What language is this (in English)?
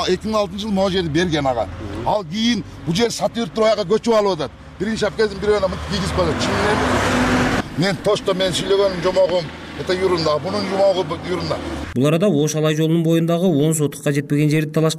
Kyrgyz